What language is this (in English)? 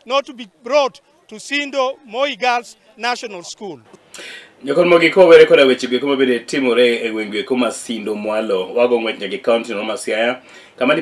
Luo (Kenya and Tanzania)